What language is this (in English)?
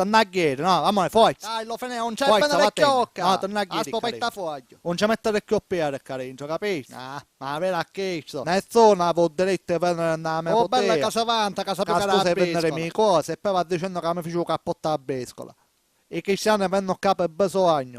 Sicilian